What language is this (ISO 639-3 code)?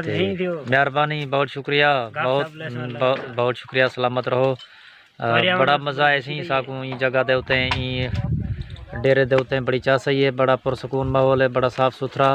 skr